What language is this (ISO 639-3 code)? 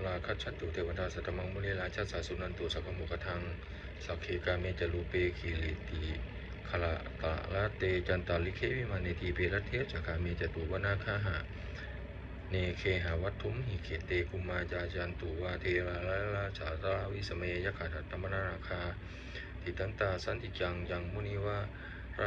pli